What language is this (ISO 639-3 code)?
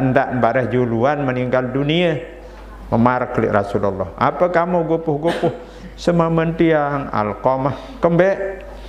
sas